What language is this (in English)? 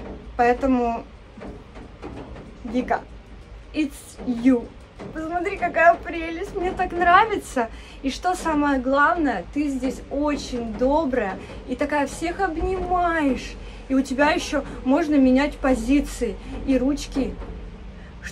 Russian